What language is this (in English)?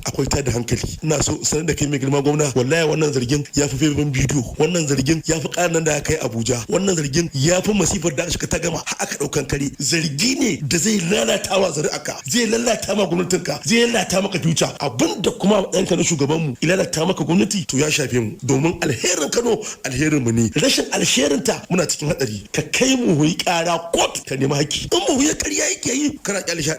Hausa